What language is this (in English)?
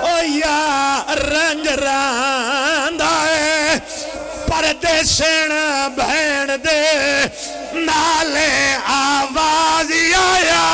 Pahari-Potwari